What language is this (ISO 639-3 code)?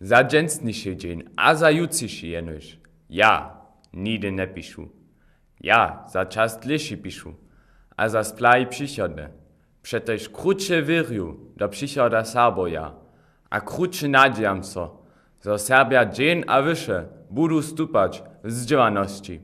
hsb